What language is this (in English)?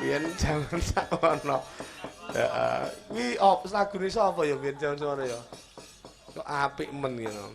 Javanese